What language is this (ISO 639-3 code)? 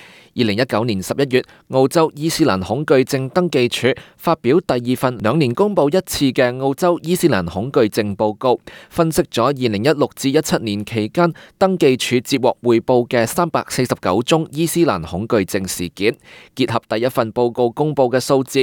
yue